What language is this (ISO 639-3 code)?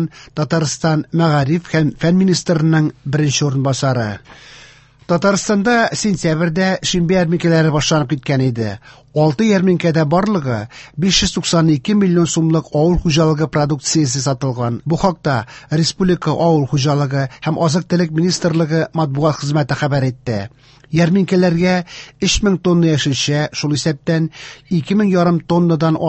tat